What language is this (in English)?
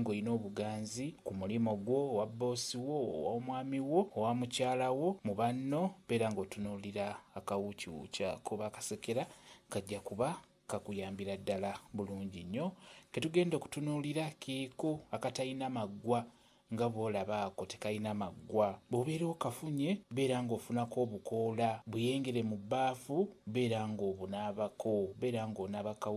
Ganda